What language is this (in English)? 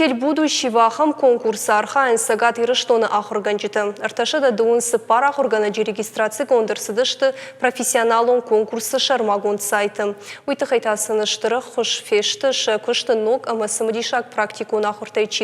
Ossetic